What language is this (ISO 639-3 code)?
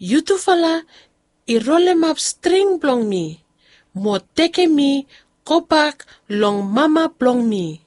bis